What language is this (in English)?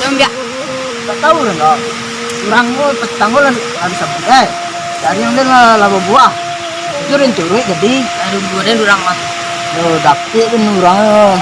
Minangkabau